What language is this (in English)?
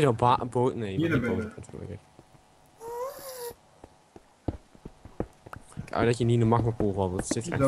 Dutch